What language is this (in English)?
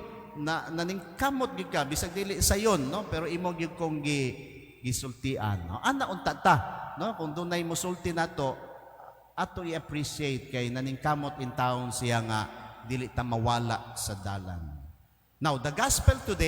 Cebuano